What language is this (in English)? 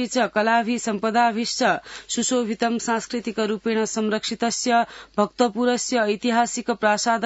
Sanskrit